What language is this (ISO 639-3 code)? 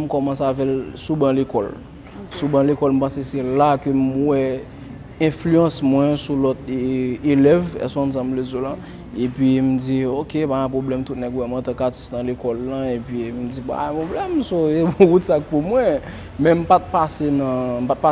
hat